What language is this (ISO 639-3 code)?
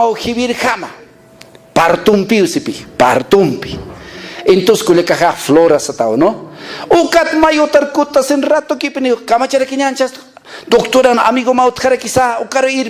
aym